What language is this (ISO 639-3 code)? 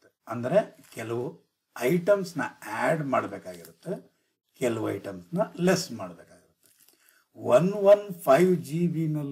kan